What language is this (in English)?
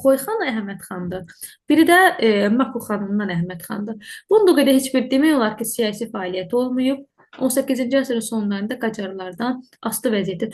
Azerbaijani